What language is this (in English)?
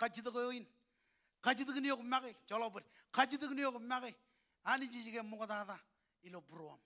Marshallese